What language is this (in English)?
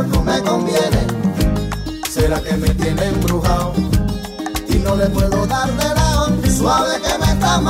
Spanish